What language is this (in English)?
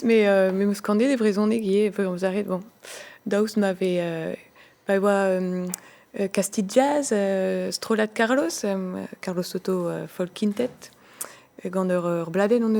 Breton